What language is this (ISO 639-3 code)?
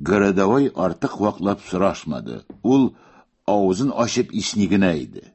tat